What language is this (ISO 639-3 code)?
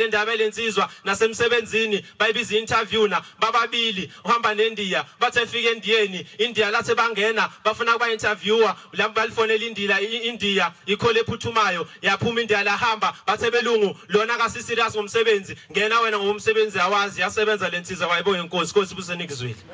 zul